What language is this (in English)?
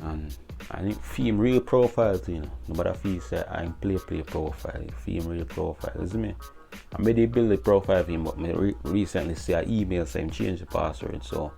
Jamaican Creole English